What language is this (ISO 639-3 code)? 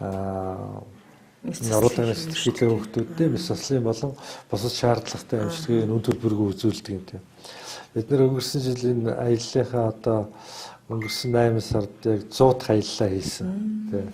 mon